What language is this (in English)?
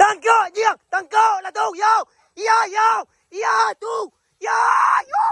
Minangkabau